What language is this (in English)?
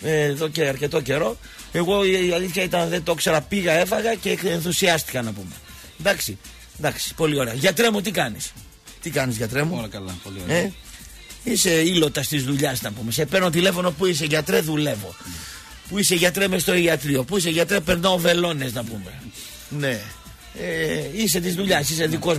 Greek